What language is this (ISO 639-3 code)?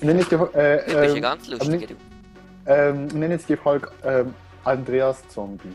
gsw